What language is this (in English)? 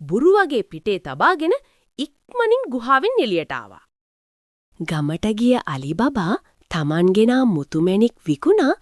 Sinhala